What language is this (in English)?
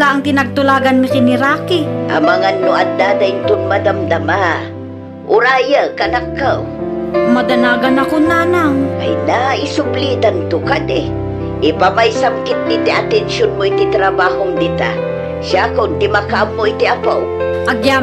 Iloko